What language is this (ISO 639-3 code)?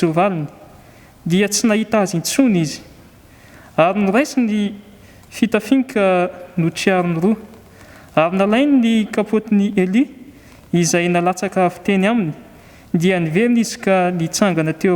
mlg